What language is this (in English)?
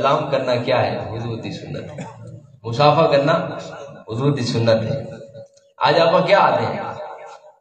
Saraiki